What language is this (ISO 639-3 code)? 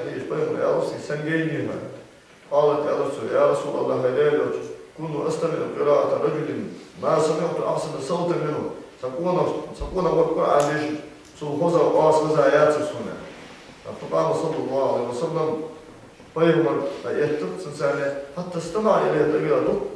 inh